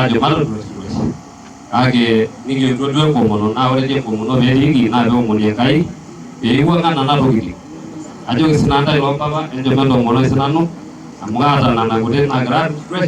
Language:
Masai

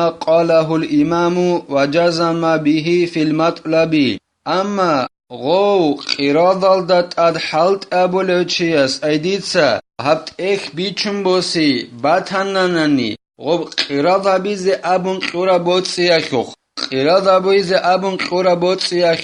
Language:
Avaric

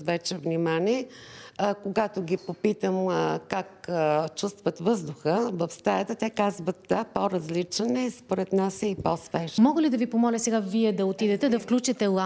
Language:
Bulgarian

